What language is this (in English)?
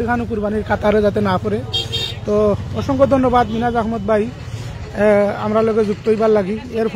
Sylheti